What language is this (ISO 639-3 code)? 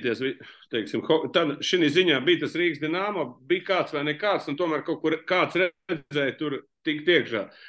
lav